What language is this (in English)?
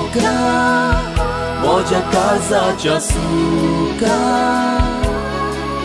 Konkani